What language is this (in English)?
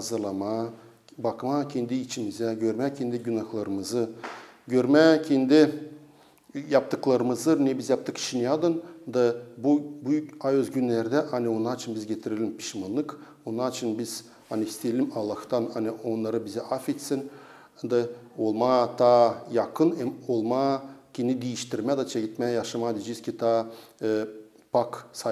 Gagauz